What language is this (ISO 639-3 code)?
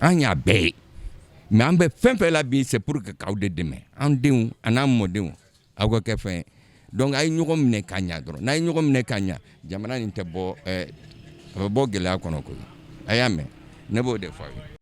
bam